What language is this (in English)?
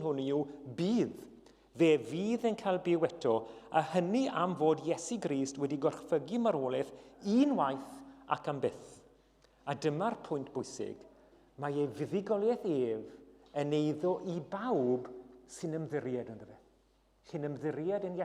Welsh